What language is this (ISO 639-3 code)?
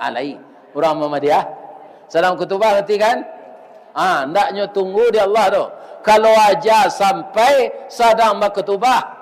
min